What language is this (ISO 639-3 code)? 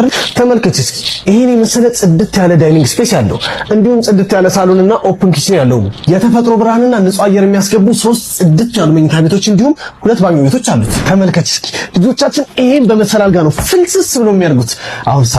amh